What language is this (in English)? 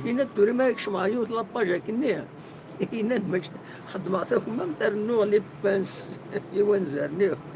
Kabyle